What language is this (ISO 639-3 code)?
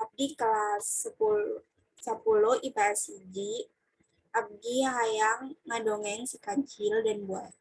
sun